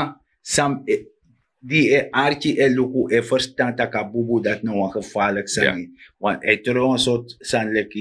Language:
Sranan Tongo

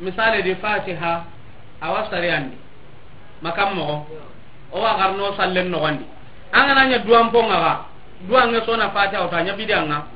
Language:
Soninke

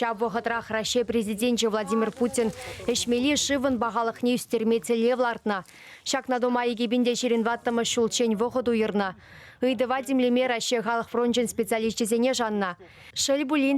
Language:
Chuvash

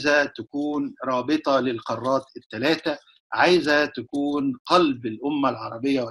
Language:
Egyptian Arabic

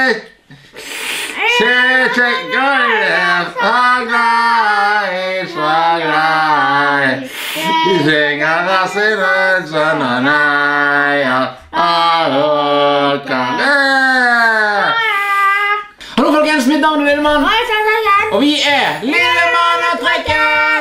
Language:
Norwegian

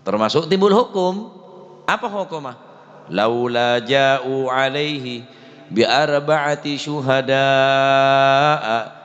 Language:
Madurese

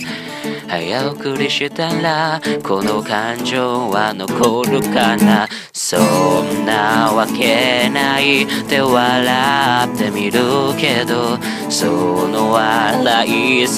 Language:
Japanese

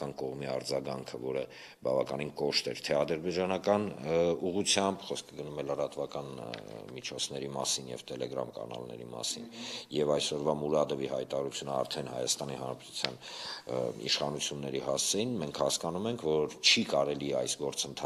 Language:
Armenian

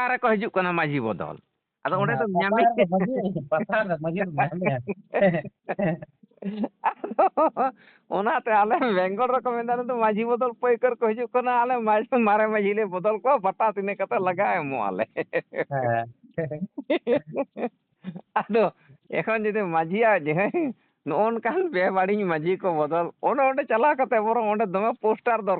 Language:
Santali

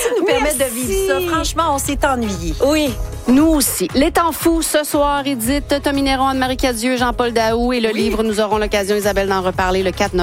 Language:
French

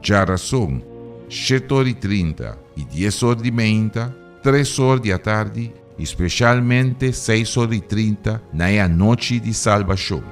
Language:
Papiamento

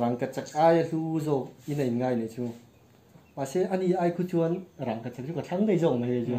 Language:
Mizo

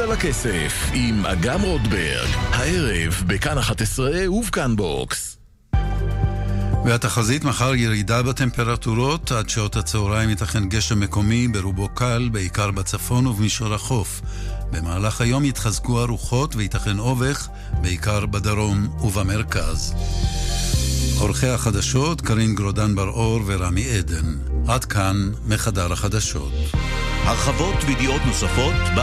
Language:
Hebrew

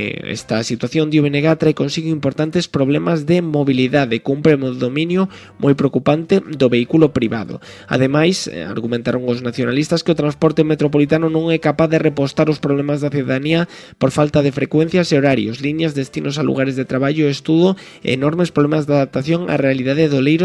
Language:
Galician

